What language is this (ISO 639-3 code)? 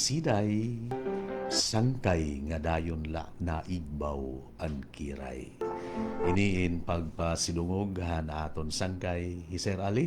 war